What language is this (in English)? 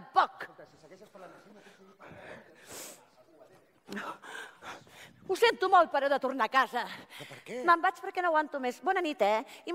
Catalan